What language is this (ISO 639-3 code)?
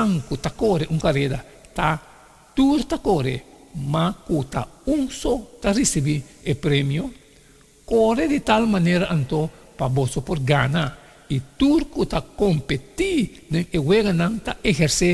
pap